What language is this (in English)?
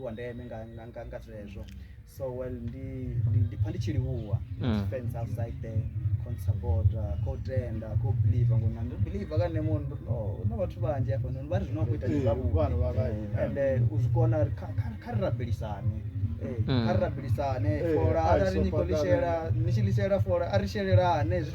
Venda